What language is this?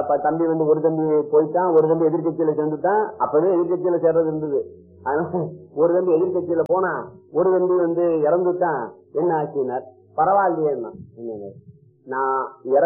Tamil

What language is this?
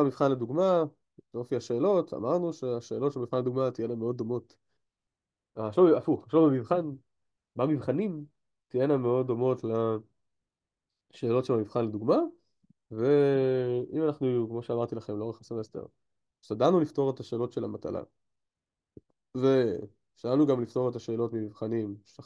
Hebrew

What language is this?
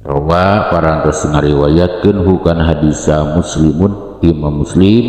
Sundanese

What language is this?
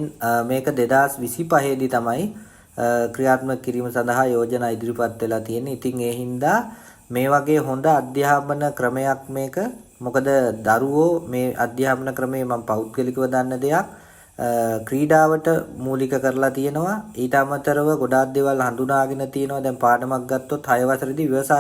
Sinhala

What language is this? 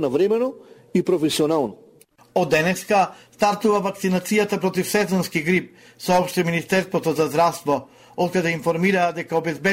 Macedonian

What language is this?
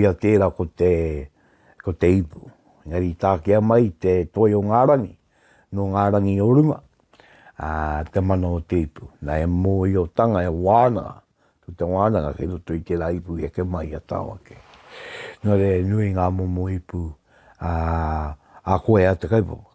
Māori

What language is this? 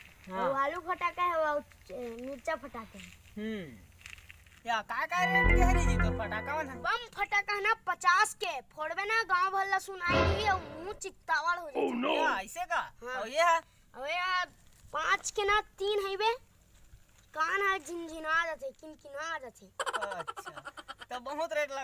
Chhattisgarhi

